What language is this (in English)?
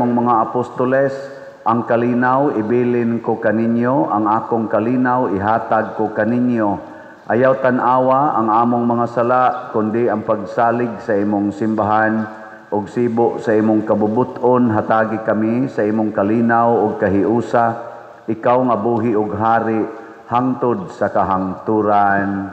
Cebuano